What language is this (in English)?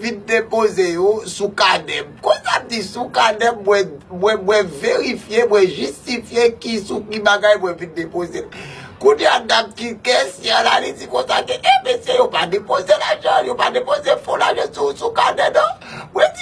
Haitian Creole